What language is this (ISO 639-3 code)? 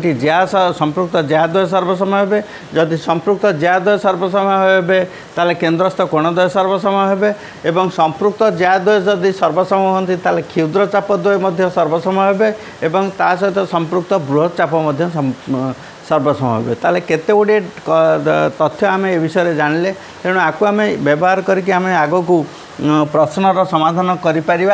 ori